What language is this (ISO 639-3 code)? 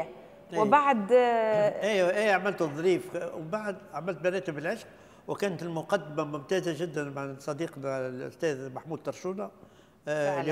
aeb